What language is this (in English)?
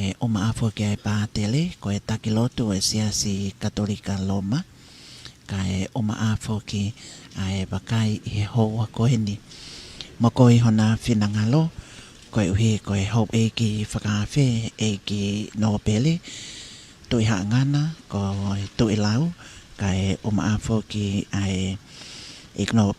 Tongan